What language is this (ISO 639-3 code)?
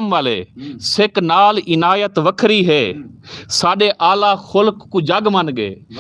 lah